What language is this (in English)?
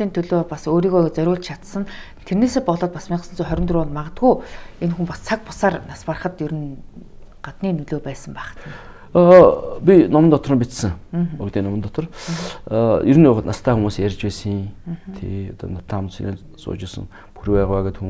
Mongolian